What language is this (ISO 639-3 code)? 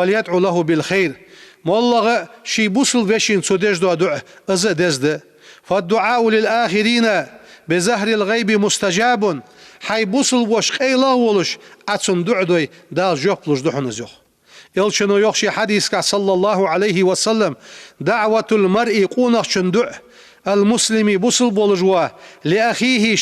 inh